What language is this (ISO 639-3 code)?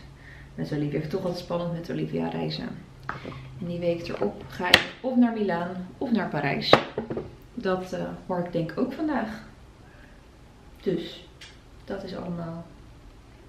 nld